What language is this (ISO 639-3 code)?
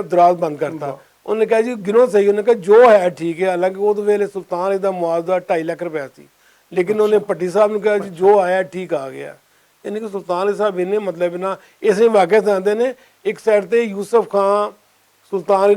lah